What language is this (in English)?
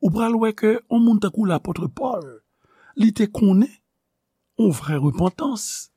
Haitian Creole